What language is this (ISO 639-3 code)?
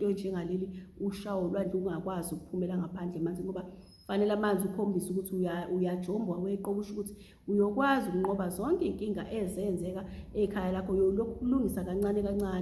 zul